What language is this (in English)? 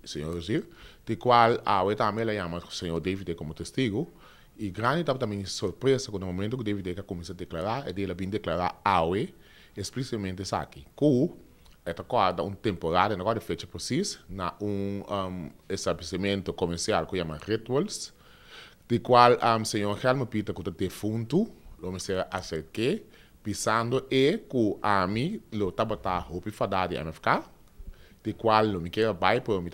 Papiamento